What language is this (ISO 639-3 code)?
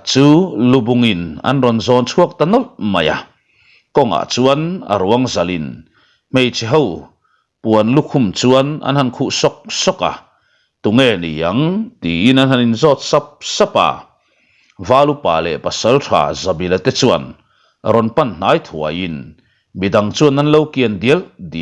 lus